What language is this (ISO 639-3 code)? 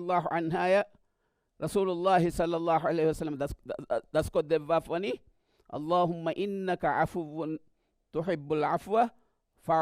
div